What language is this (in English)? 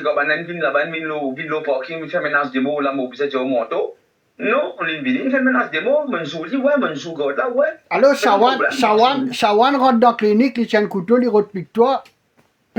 Morisyen